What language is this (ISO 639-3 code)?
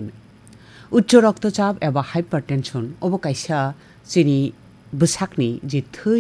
trp